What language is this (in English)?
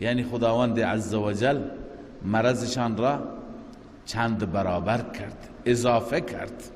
Persian